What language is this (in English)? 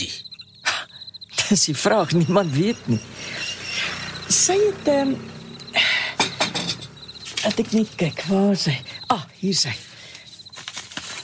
Afrikaans